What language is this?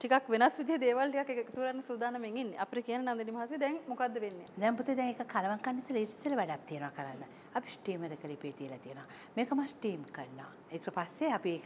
Sinhala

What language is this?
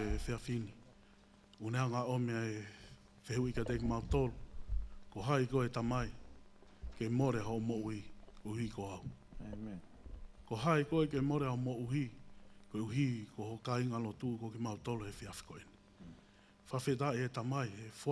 Tongan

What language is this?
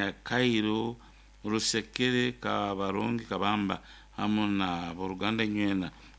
Nyoro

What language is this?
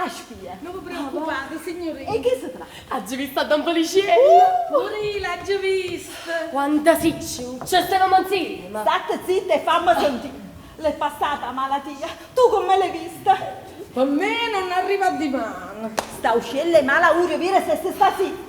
Neapolitan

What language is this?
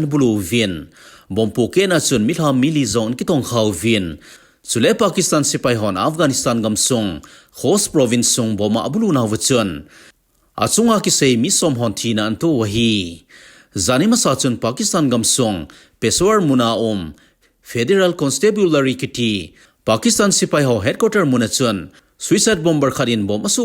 Thado Chin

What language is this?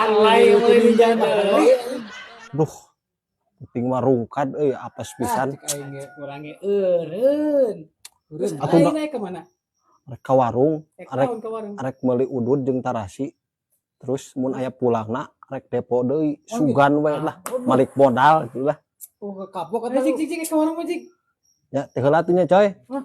Sundanese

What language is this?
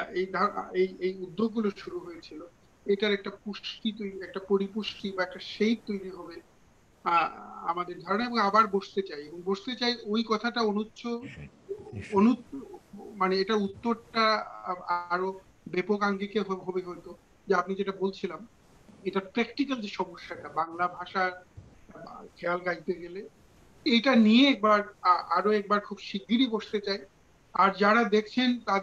Bangla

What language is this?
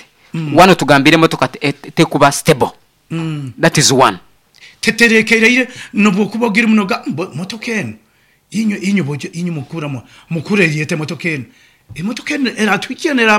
Nyoro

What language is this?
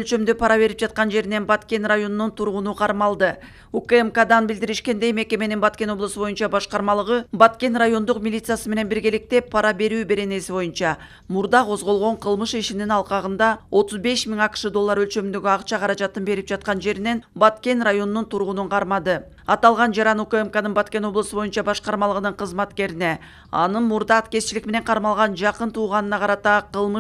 Kyrgyz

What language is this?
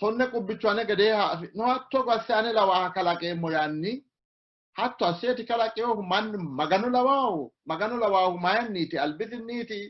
Sidamo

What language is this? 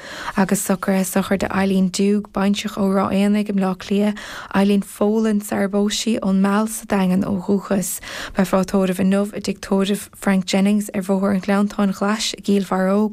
Irish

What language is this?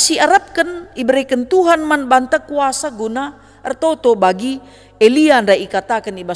Batak Karo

